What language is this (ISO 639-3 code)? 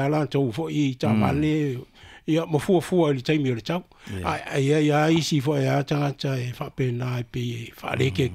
smo